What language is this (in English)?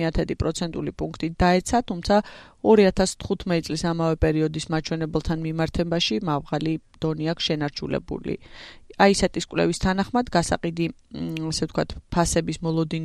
Georgian